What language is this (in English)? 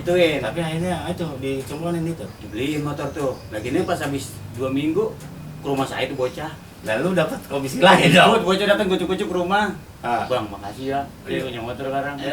Betawi